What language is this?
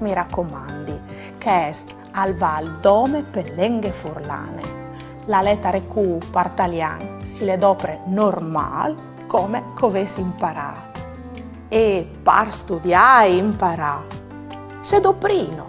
Friulian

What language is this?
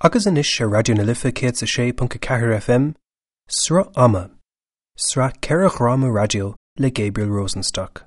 Irish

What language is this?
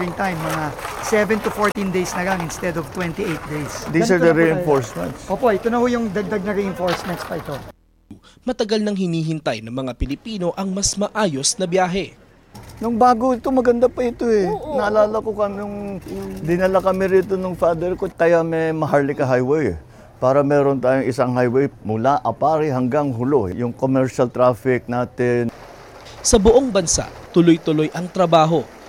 Filipino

